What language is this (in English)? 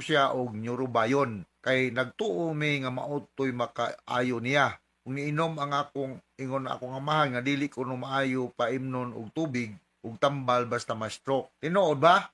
Cebuano